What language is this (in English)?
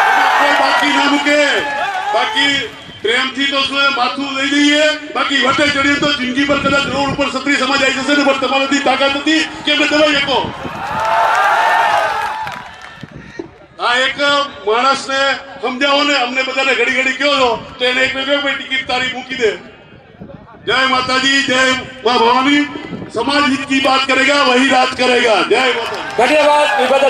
Gujarati